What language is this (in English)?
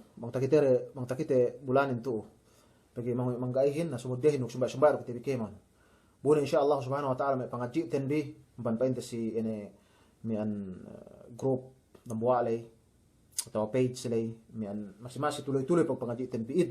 Yakan